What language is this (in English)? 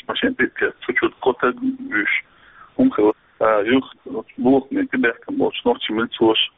Chechen